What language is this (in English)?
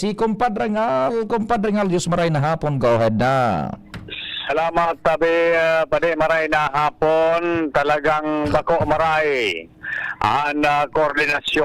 Bikol